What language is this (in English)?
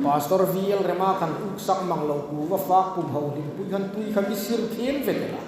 Hmar